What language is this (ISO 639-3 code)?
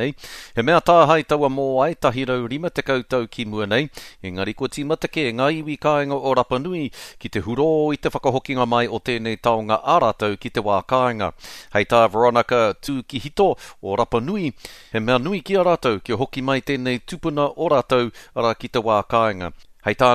mri